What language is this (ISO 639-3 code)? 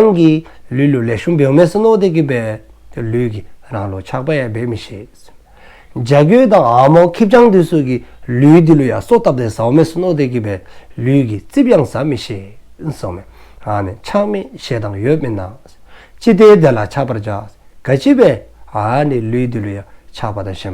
dzo